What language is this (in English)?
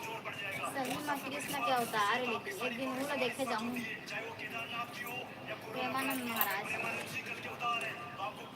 Chhattisgarhi